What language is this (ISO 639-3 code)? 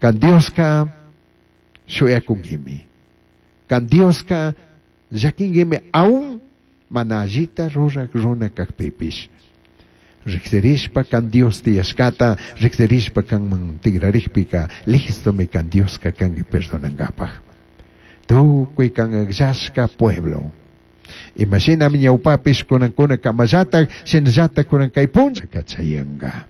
qug